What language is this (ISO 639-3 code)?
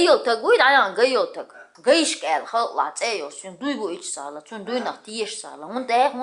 che